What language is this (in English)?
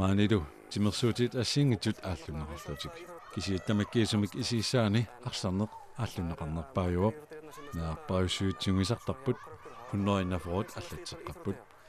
Kalaallisut